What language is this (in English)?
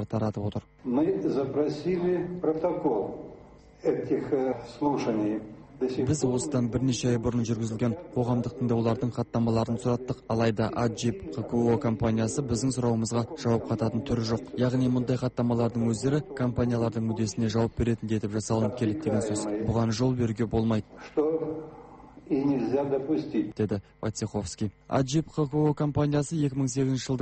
Kazakh